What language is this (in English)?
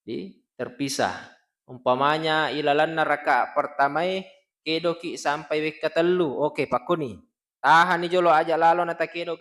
Buginese